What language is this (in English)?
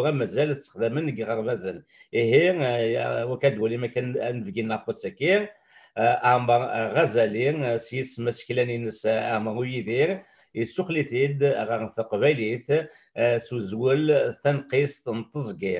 Kabyle